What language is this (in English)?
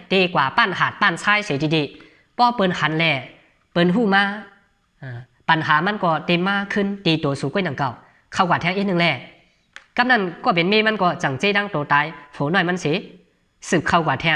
Shan